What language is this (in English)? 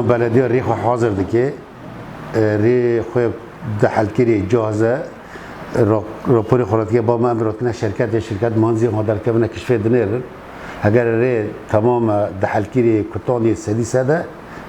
Kurdish